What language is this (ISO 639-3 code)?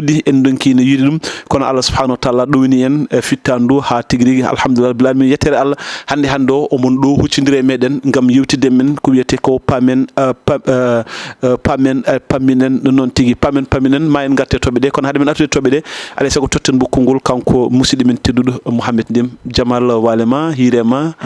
ful